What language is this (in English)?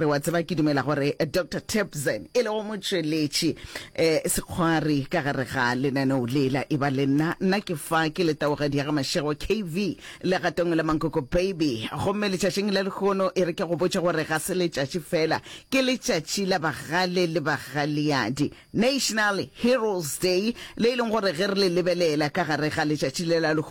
Northern Sotho